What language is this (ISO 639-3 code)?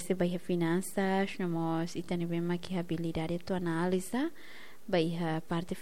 tet